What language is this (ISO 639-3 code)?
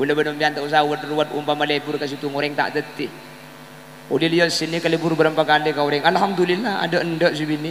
mad